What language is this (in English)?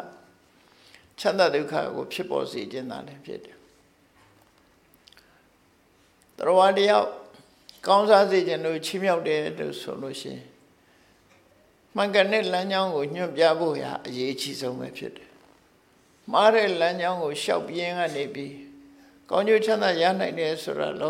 Burmese